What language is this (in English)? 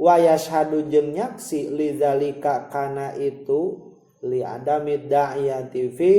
Sundanese